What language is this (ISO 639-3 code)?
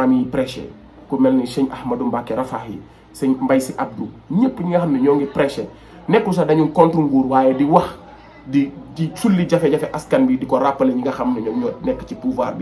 wol